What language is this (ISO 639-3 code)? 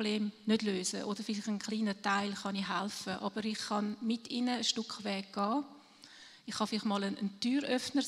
gsw